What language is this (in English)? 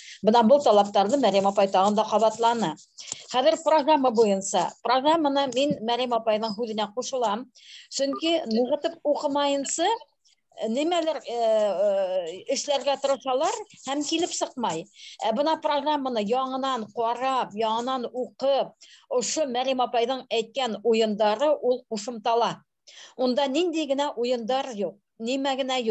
Bashkir